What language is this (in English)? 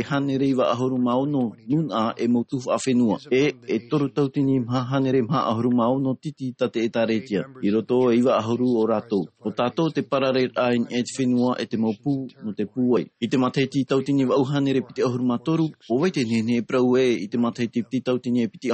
Tahitian